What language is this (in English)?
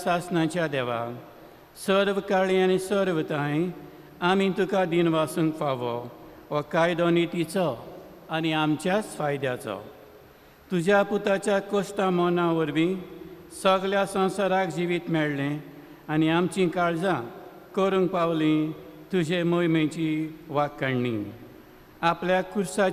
Konkani